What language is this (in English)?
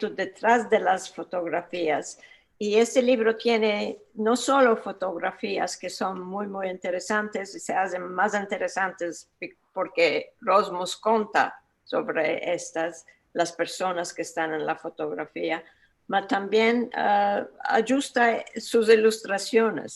Ladino